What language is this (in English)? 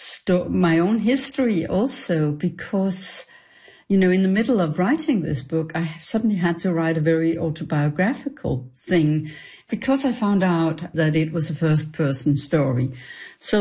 English